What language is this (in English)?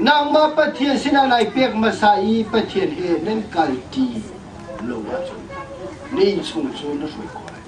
Hakha Chin